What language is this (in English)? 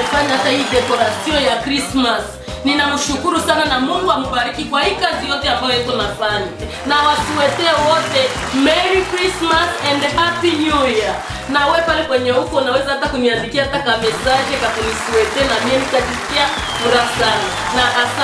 Swahili